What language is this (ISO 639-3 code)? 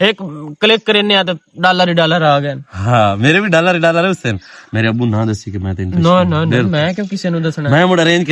lah